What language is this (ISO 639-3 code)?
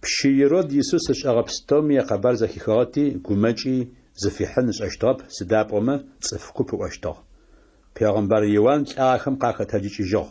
ady